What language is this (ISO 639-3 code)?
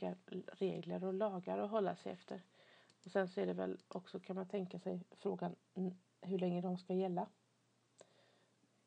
swe